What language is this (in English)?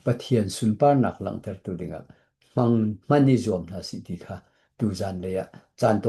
Hakha Chin